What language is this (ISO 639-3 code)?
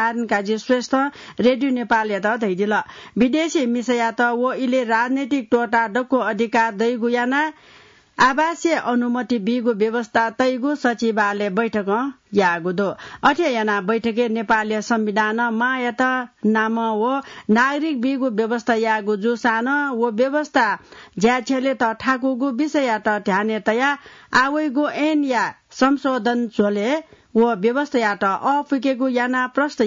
new